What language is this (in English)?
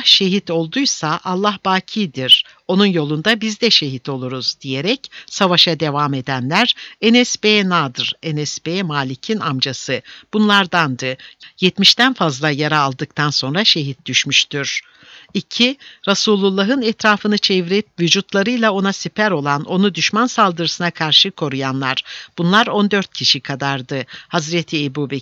Turkish